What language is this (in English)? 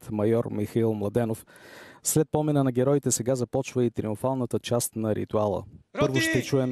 Bulgarian